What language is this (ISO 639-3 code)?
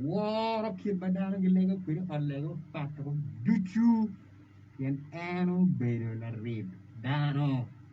ach